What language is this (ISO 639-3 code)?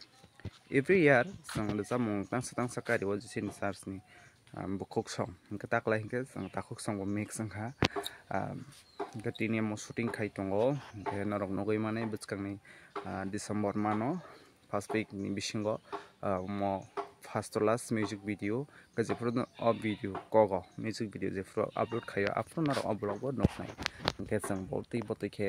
trp